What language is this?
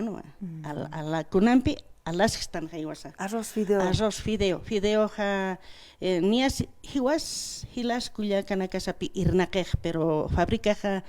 Aymara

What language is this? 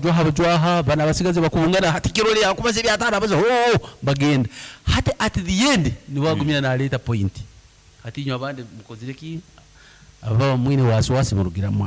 Nyankole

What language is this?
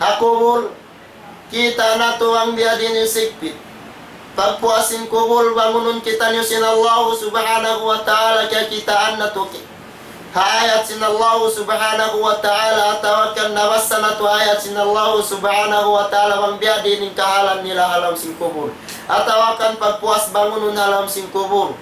Tausug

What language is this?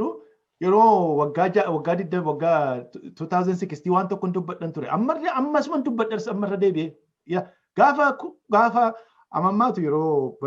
Oromo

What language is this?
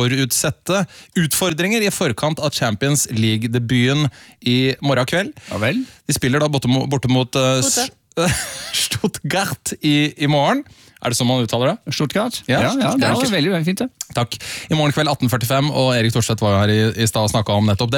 Norwegian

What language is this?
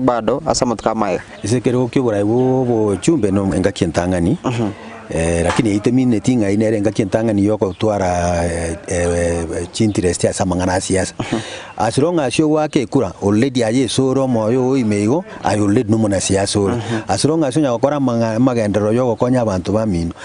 Gusii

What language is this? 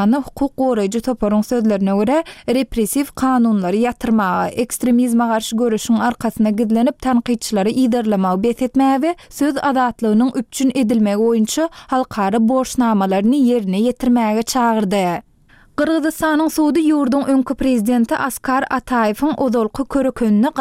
Turkmen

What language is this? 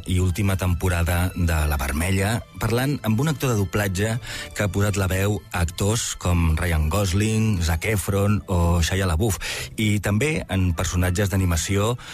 Catalan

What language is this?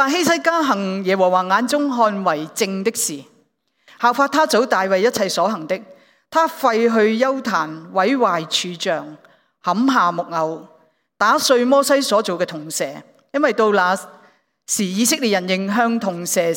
Cantonese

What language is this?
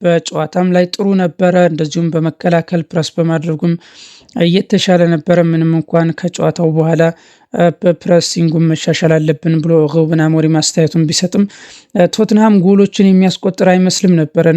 Amharic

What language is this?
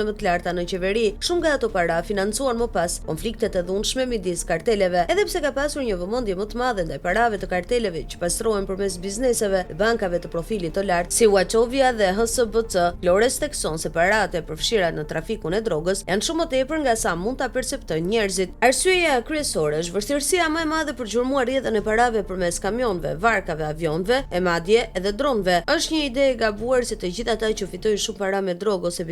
Albanian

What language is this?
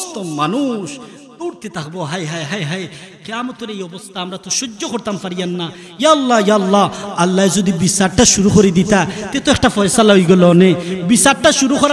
Sylheti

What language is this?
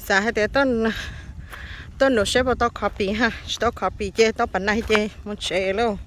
Hmong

